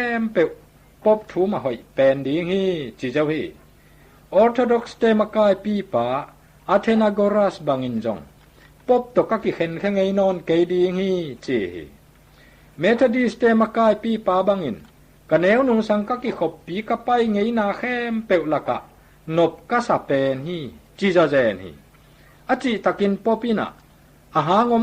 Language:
Tedim Chin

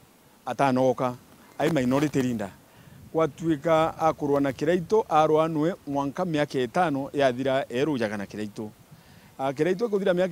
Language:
Meru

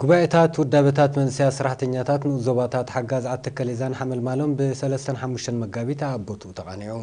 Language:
Tigrinya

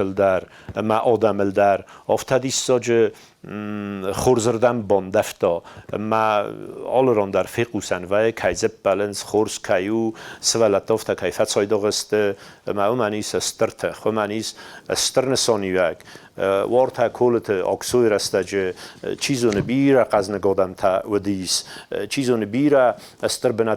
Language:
Ossetic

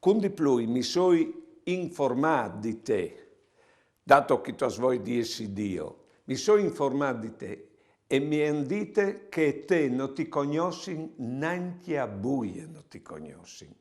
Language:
Friulian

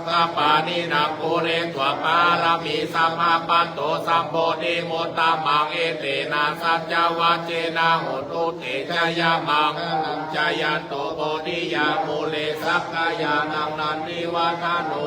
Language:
Pali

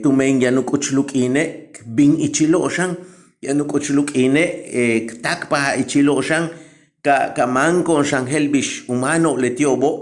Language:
Yucateco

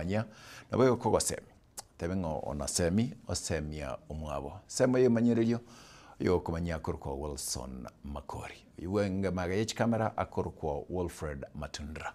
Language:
Gusii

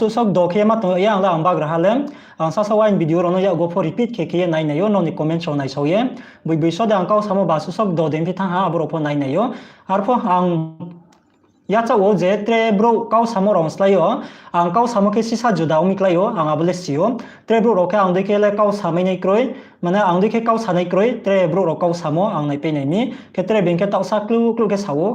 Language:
Riang (India)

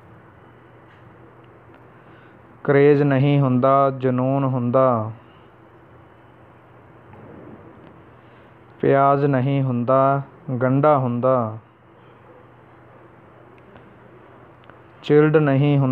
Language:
Punjabi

